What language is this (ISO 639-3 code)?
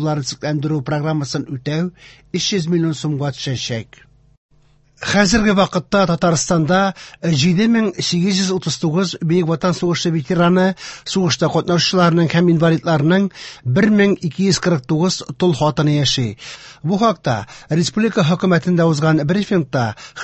tat